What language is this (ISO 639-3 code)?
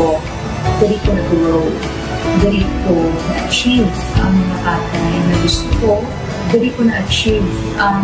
hil